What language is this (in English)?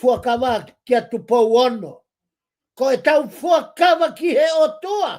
Tongan